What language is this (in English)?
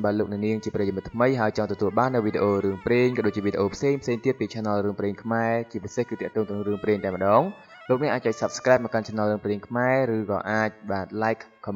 Khmer